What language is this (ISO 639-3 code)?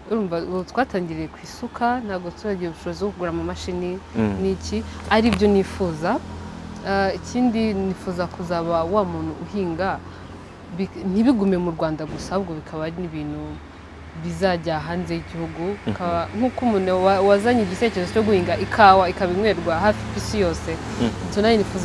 kin